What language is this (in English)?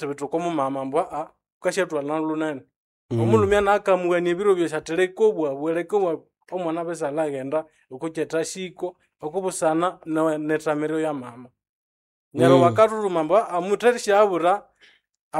Nande